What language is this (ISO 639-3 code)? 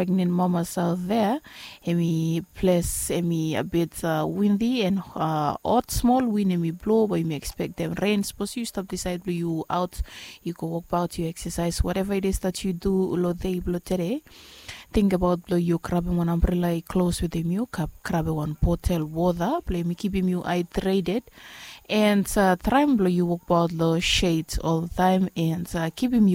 bis